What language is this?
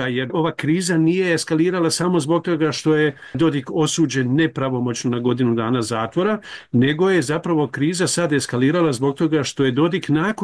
Bosnian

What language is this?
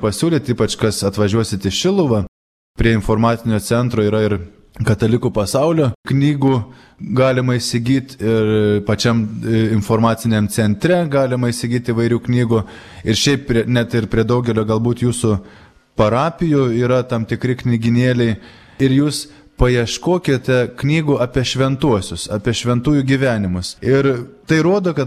Lithuanian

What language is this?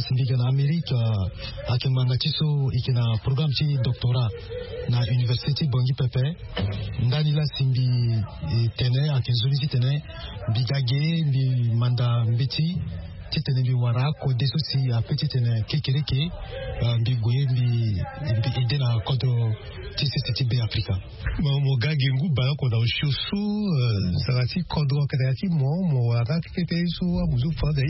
Sango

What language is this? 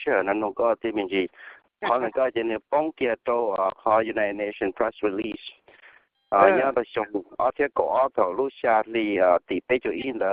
Hmong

